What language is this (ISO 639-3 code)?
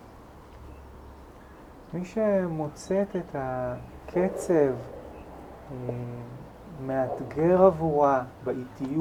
heb